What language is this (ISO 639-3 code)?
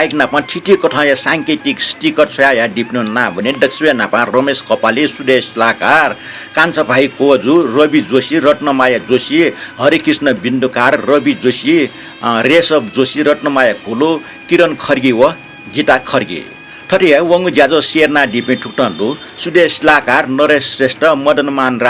new